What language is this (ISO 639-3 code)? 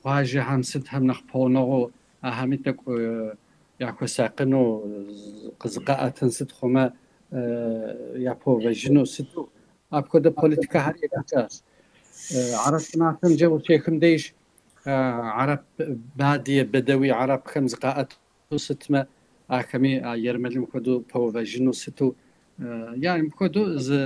kbd